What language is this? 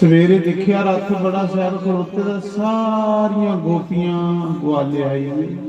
Dogri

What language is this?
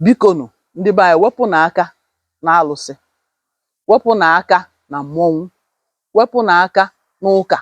Igbo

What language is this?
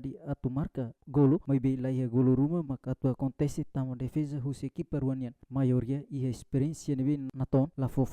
Tetum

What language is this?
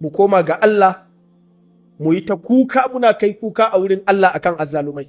Hausa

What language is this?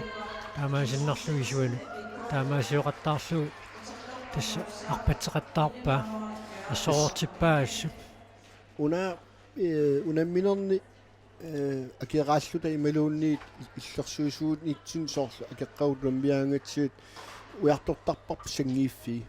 Kalaallisut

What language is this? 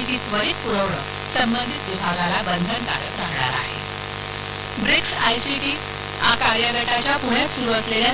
Marathi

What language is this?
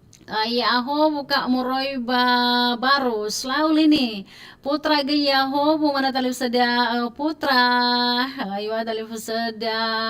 Nias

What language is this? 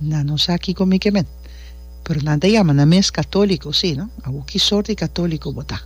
Papiamento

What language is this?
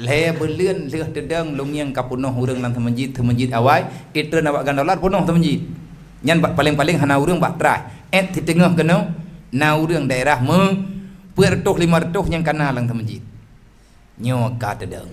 Achinese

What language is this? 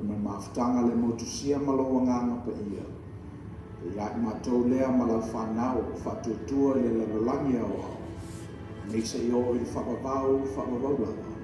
Samoan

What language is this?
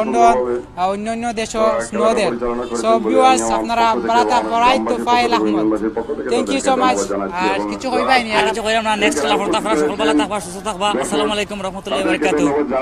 Sylheti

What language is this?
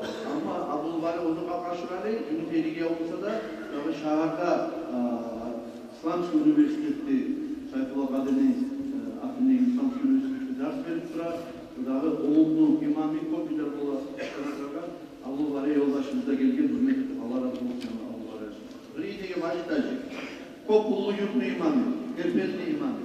Kumyk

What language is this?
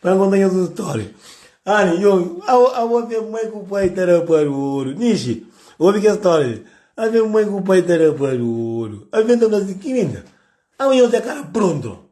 Kabuverdianu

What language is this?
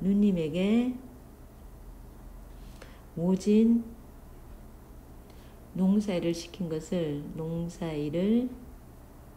Korean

